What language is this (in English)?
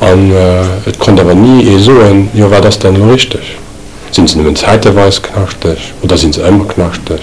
Luxembourgish